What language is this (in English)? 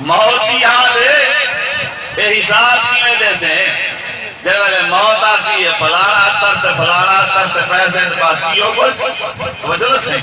Saraiki